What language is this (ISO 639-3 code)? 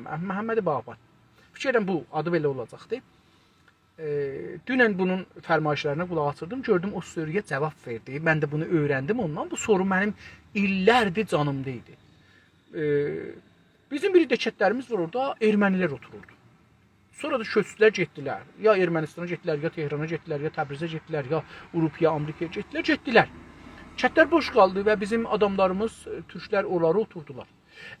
azb